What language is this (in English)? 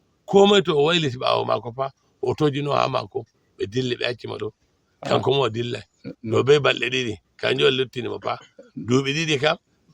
Fula